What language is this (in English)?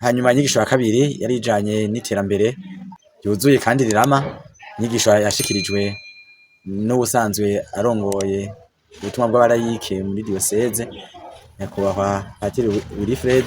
Rundi